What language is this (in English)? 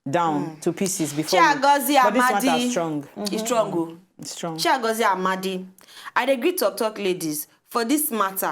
Nigerian Pidgin